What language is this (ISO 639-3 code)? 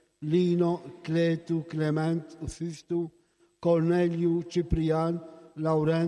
mlt